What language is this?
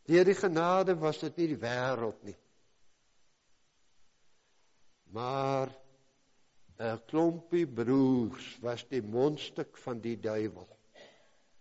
Afrikaans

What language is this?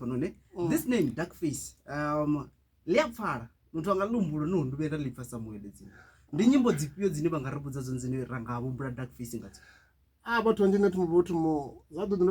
Venda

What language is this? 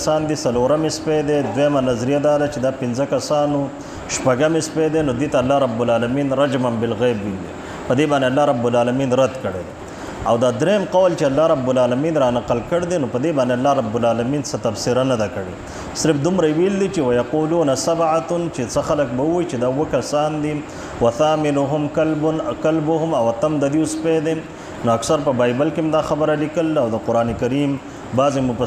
Pashto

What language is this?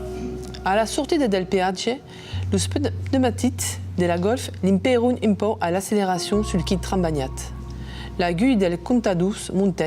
Occitan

